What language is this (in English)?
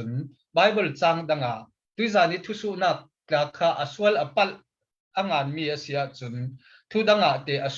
Falam Chin